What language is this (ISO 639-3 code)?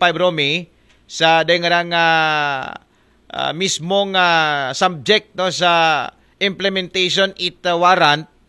akl